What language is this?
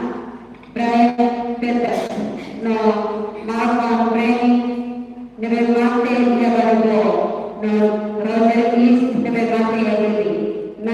Tetum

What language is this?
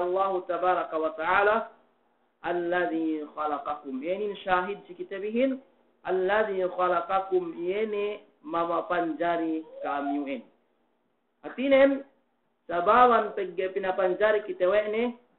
Yakan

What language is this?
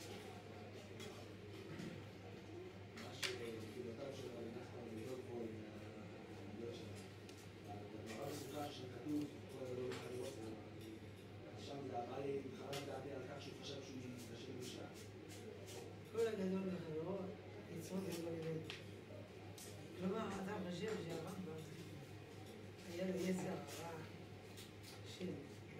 Hebrew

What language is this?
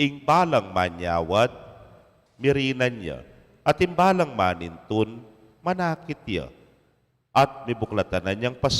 Pampanga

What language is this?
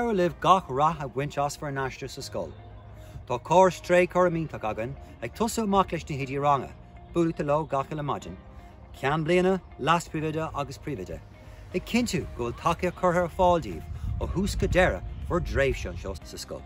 Irish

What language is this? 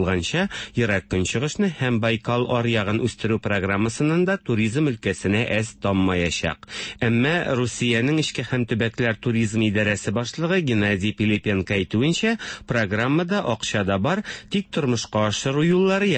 Tatar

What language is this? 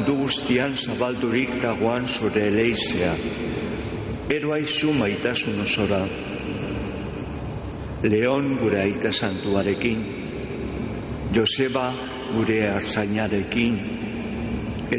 Basque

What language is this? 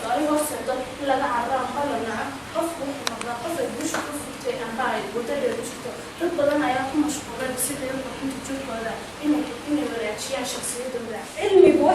Somali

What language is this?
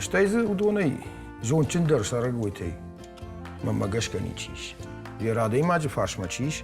Ossetic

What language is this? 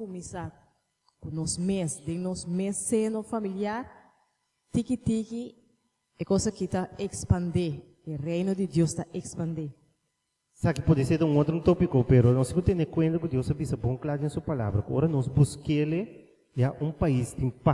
Papiamento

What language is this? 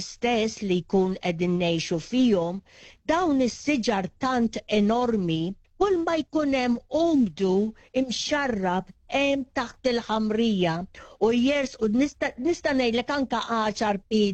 Maltese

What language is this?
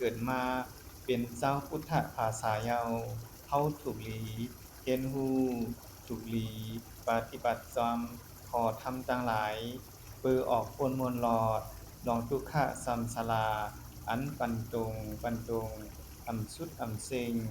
Shan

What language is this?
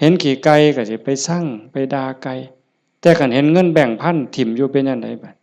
Lao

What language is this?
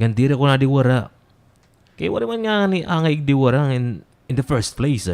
Waray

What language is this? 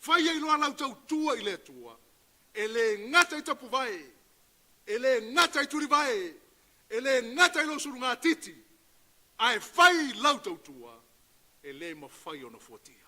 Samoan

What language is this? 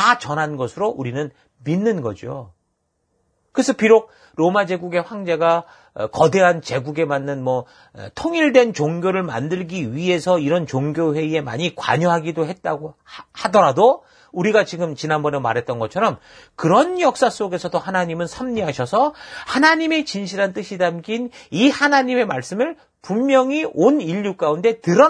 Korean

